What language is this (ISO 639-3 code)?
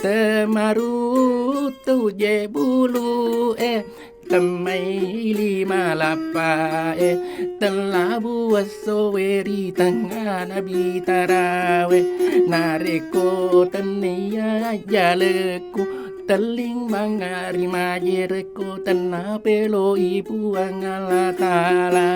bug